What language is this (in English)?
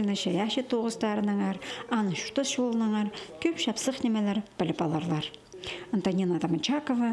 Khakas